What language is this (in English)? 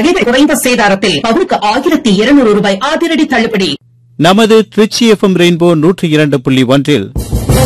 Tamil